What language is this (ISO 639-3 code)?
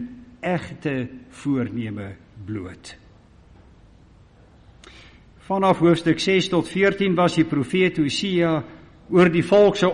afr